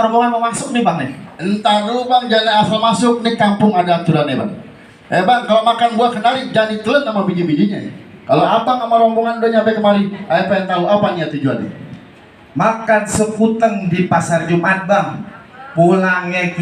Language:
Betawi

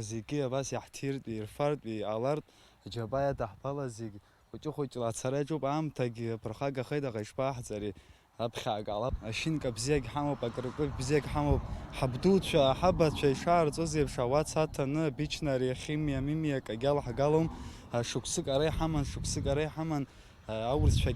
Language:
Abkhazian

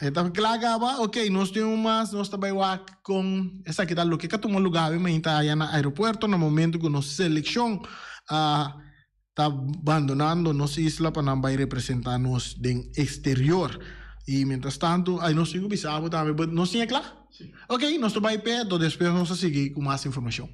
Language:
Papiamento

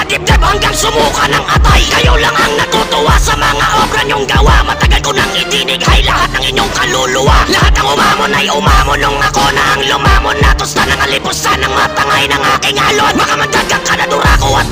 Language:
Filipino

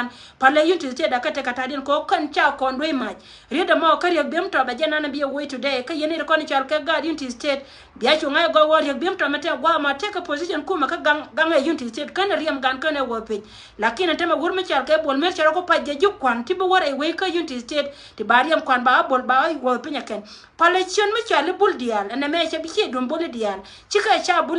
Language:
Nuer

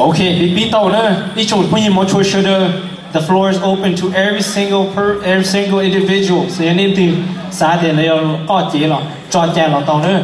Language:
Hmong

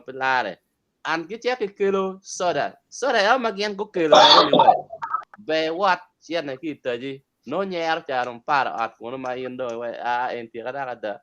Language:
Acoli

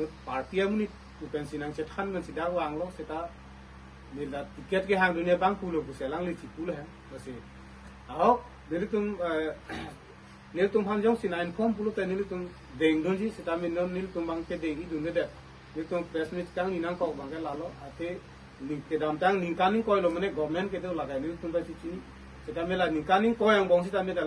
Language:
Karbi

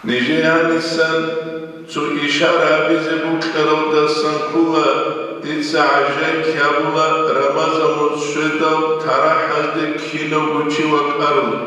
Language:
Avaric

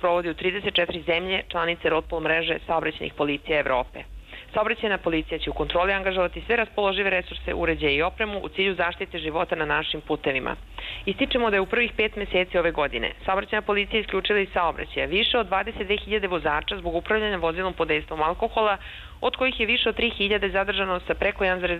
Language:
Serbian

